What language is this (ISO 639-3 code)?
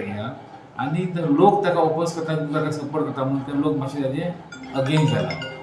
kok